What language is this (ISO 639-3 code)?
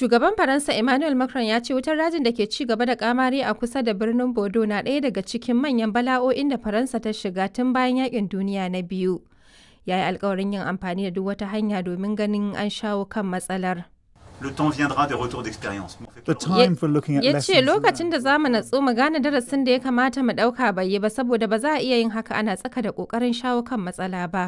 hau